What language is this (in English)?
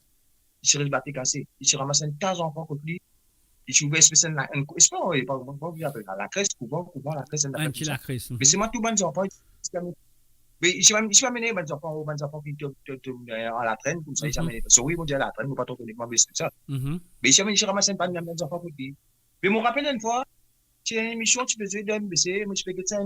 Morisyen